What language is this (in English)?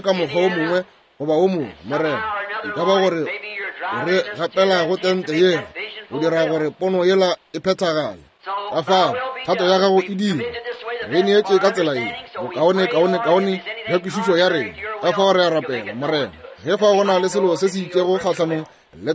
Northern Sotho